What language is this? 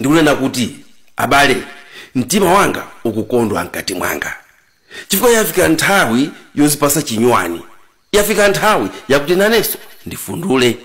Nyanja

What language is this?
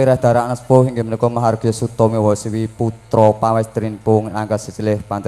Javanese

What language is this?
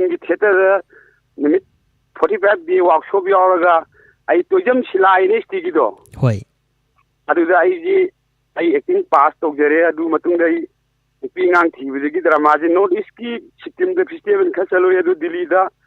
Manipuri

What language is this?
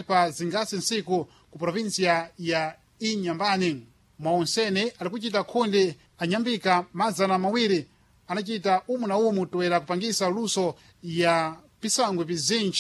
Sena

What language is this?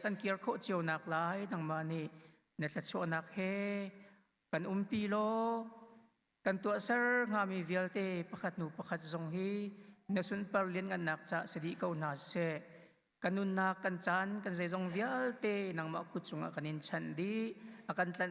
Hakha Chin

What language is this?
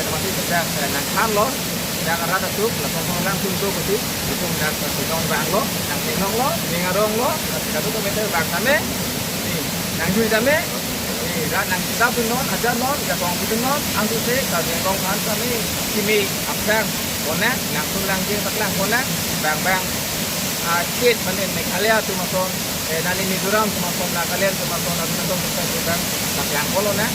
Karbi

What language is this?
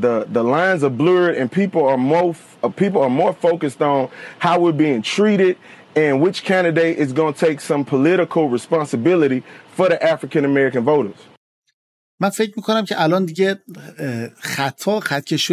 Persian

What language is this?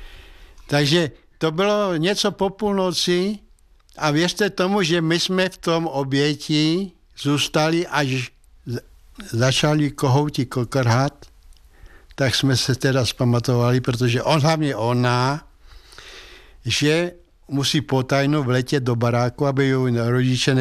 Czech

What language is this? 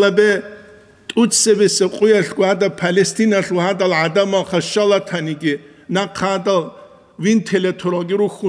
Avaric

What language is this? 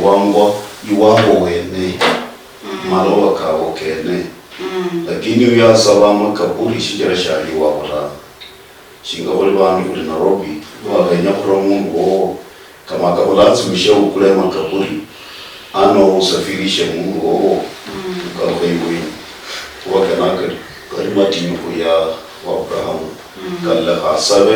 Luyia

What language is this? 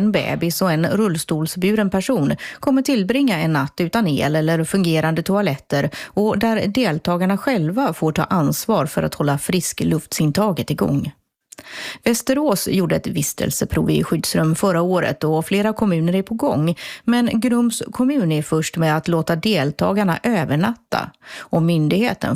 Swedish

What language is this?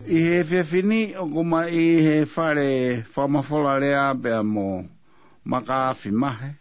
Tongan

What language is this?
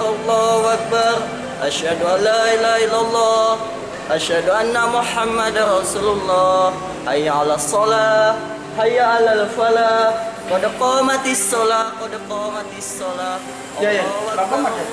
Musi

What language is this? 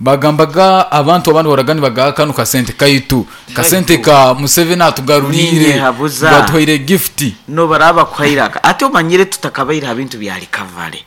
Nyankole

